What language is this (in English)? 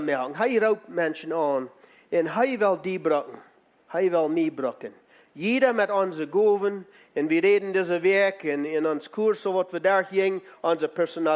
Plautdietsch